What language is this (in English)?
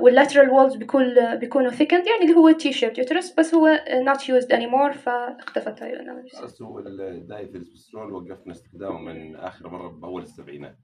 North Levantine Arabic